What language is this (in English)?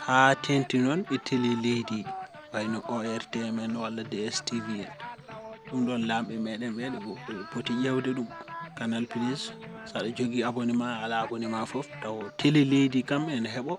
Fula